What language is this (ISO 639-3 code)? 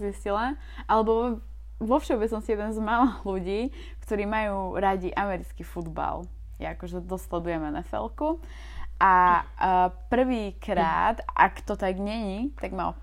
slk